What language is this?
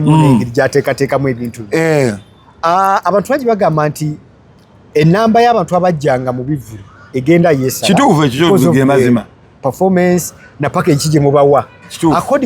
Ganda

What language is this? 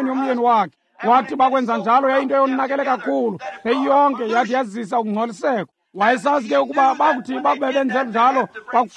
Xhosa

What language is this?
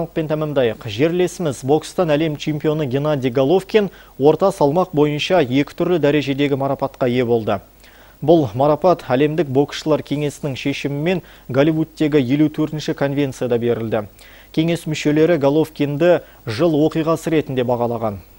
Kazakh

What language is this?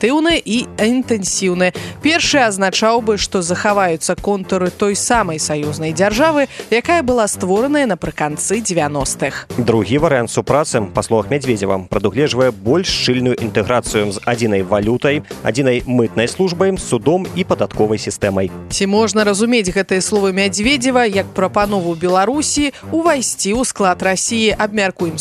Belarusian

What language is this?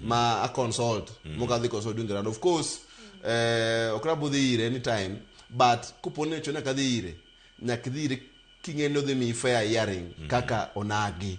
Luo (Kenya and Tanzania)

